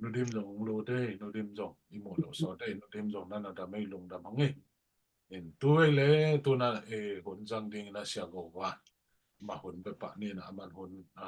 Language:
Tedim Chin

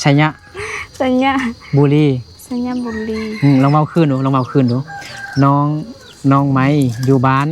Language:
Lao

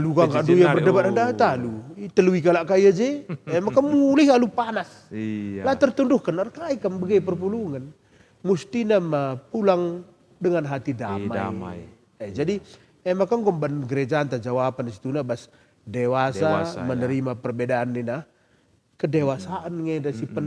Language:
Batak Karo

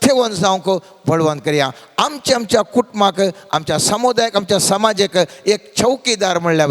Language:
Konkani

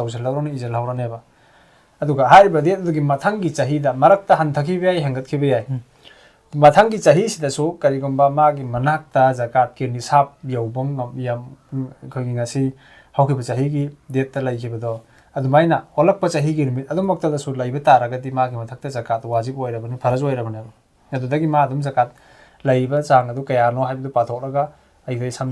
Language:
Manipuri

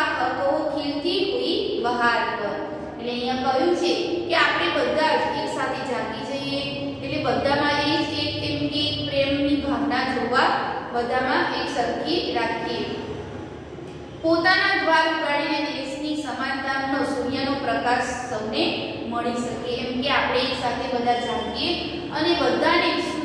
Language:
Gujarati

